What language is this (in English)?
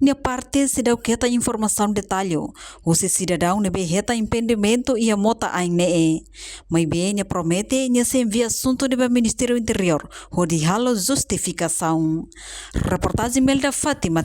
Tetum